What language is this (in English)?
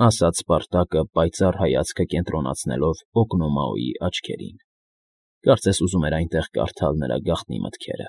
Armenian